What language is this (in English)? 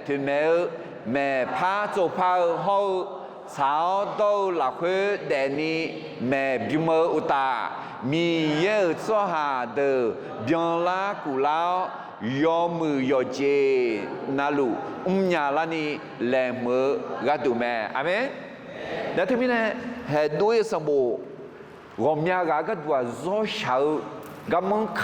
Akha